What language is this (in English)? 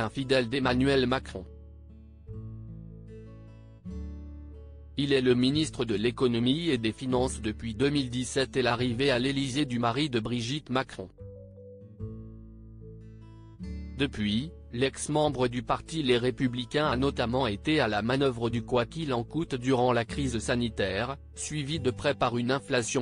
French